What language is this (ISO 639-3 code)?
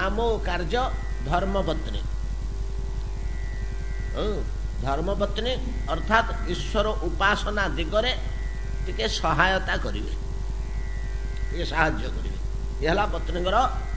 ori